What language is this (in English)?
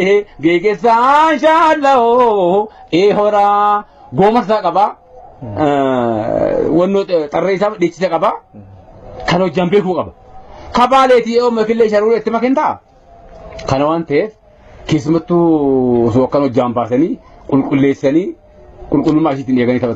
Oromo